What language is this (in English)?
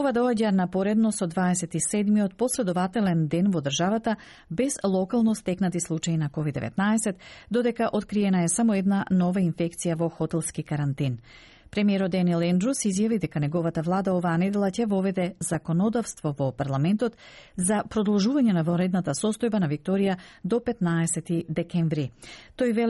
Macedonian